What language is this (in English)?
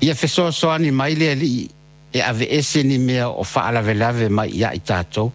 Samoan